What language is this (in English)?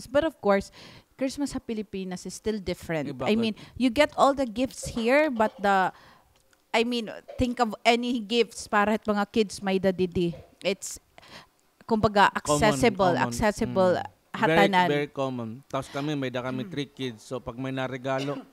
Waray